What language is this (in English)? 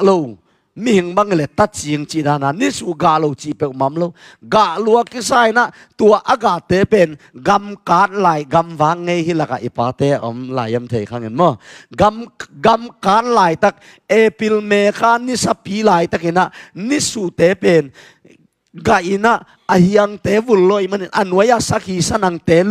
Tedim Chin